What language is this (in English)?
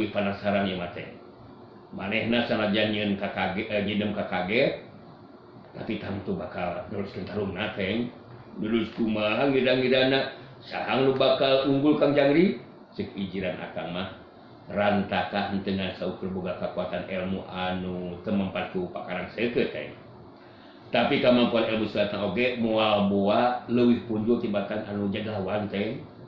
Sundanese